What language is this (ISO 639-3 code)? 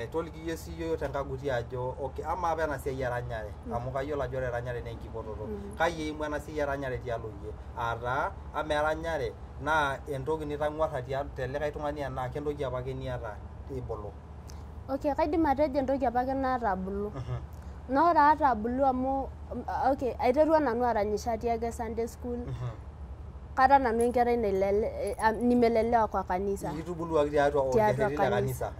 mas